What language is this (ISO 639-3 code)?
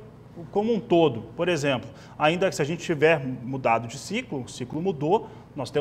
por